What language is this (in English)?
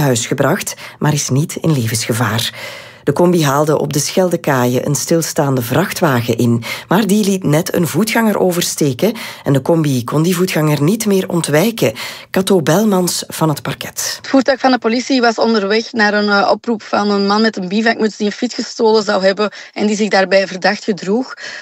Dutch